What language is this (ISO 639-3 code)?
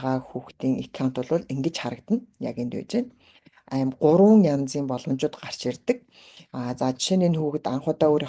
mon